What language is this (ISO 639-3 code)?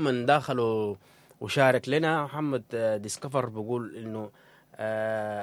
apd